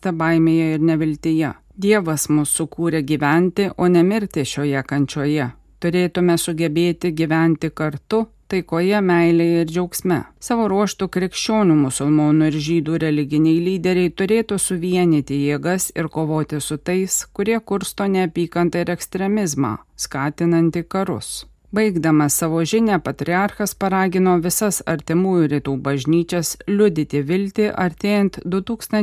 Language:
Lithuanian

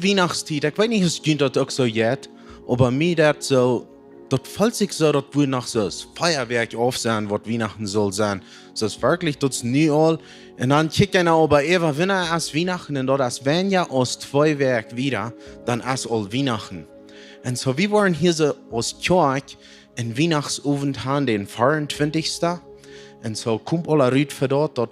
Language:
Plautdietsch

